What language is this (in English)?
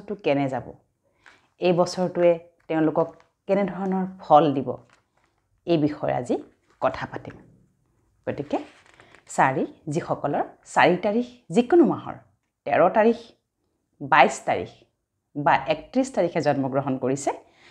Assamese